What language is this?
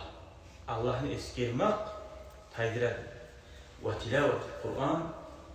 Kumyk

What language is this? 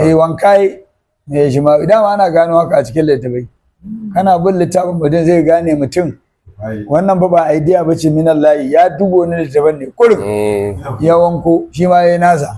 Hausa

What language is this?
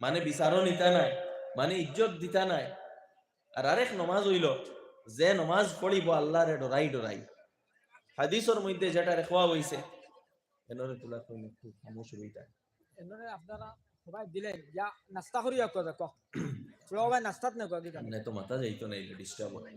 Sylheti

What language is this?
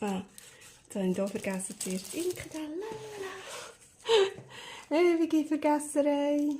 Swiss German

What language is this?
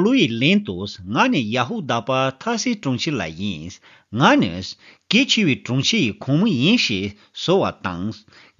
Tibetan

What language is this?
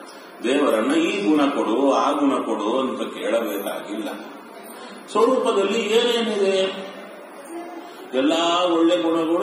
Kannada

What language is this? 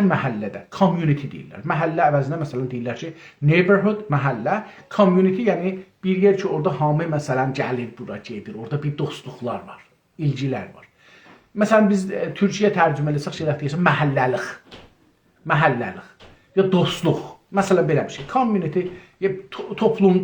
South Azerbaijani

